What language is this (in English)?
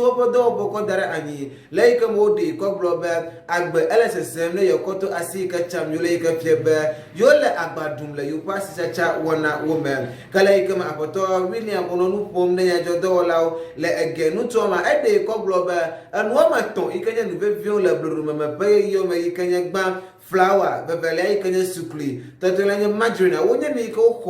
Ewe